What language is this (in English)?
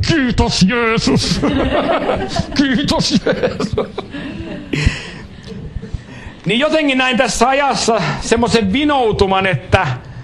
Finnish